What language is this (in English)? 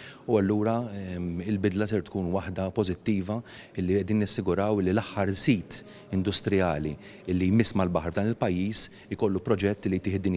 Maltese